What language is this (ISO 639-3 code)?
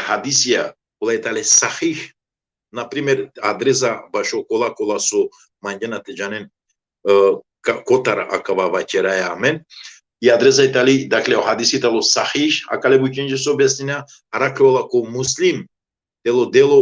rmn